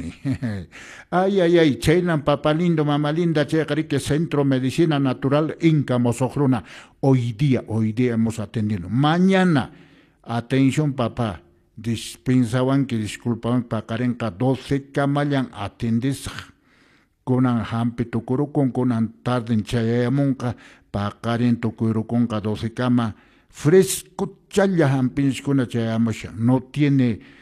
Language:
Quechua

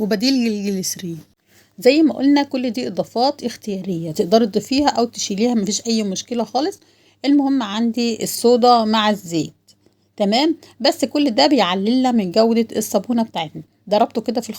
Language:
Egyptian Arabic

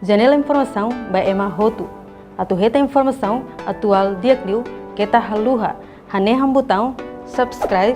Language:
Tetum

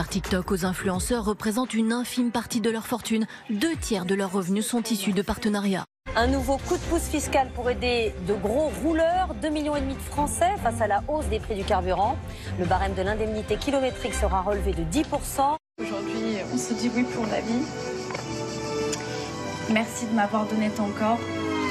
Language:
French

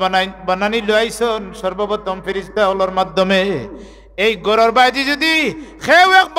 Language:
Sylheti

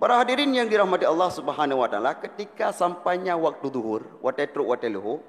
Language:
Achinese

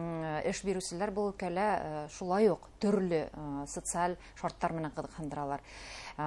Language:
Bashkir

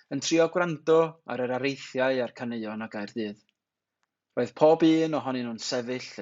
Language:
Welsh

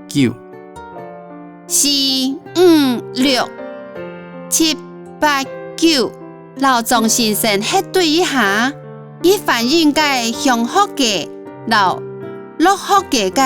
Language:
Hakka Chinese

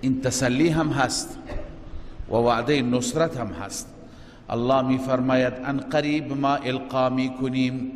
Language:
Persian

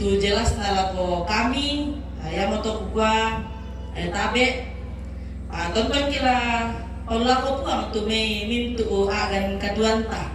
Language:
Toraja-Sa'dan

